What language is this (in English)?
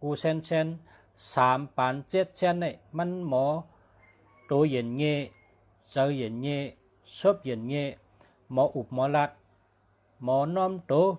Shan